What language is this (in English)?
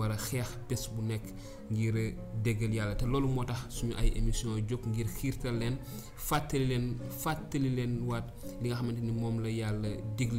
Wolof